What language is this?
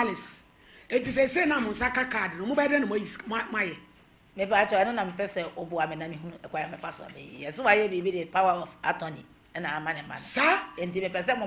Akan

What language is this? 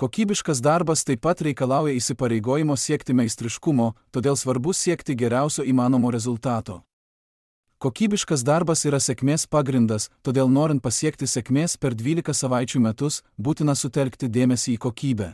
Lithuanian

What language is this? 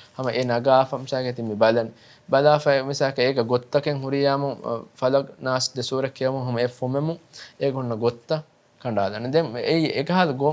Divehi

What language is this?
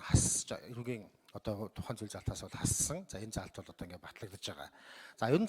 Mongolian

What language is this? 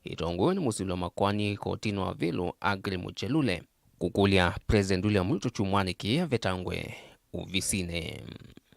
Kamba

